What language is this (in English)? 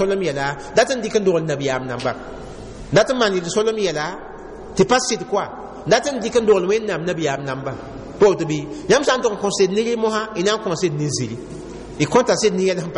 Mossi